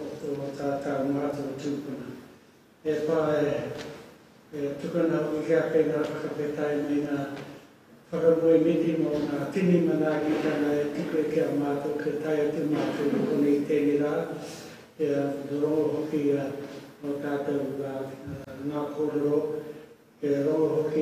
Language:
Māori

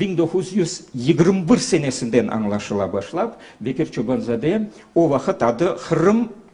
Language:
Crimean Tatar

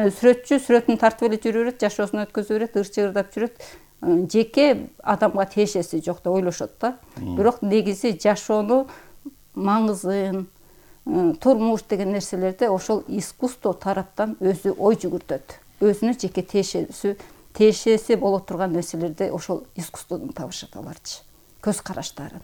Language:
Kyrgyz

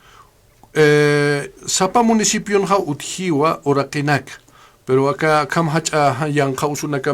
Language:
Aymara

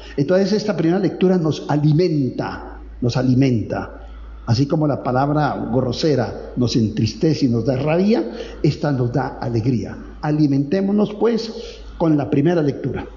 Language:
Spanish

